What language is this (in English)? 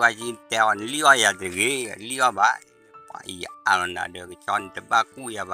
S'gaw Karen